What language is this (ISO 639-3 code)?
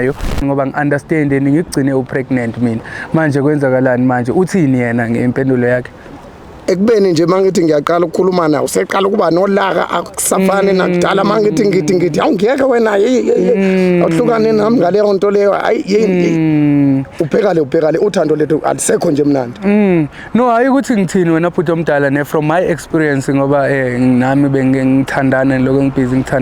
zul